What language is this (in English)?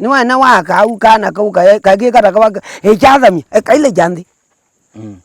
Kamba